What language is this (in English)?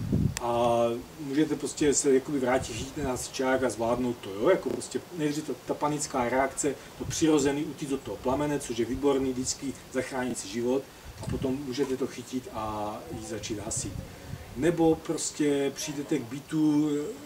Czech